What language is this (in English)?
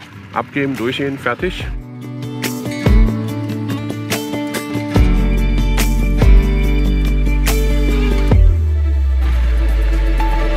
German